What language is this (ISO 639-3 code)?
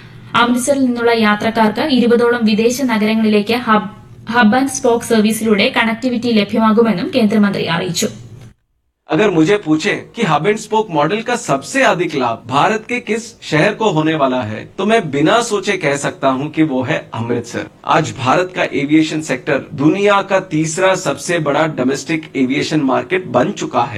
mal